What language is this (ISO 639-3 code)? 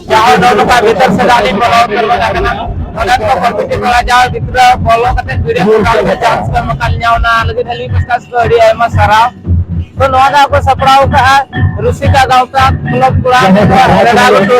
sat